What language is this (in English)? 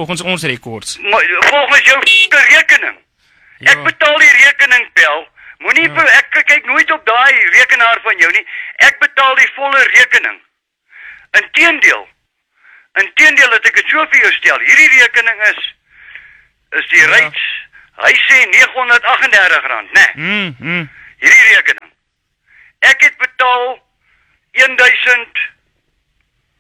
Afrikaans